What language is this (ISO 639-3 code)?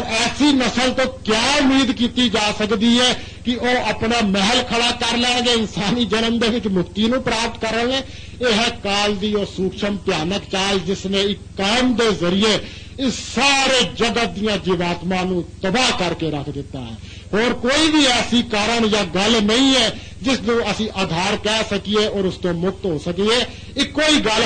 pan